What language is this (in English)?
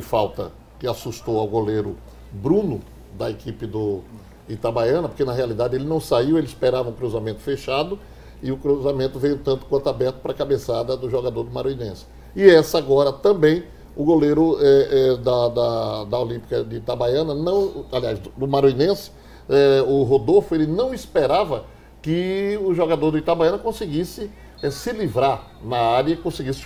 Portuguese